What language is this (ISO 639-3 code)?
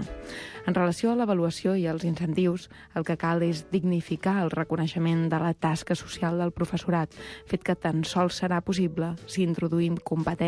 cat